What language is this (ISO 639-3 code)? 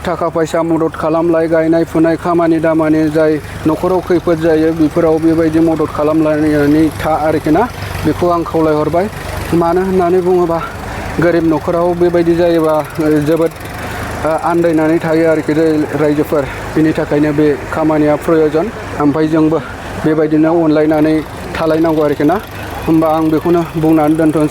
brx